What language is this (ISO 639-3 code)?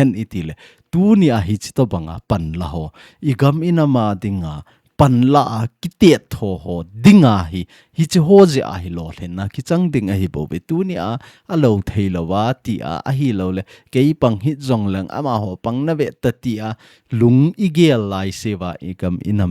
tcz